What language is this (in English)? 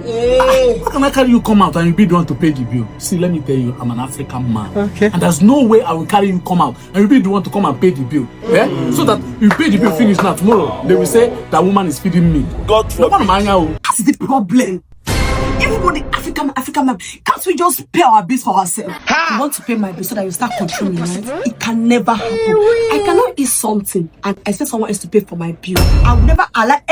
Nigerian Pidgin